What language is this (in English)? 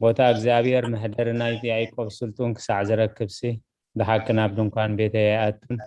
Tigrinya